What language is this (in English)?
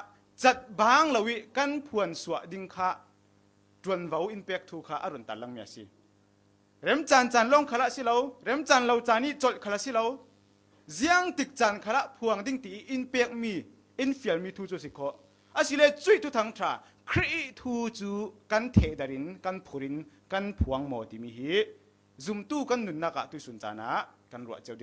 Falam Chin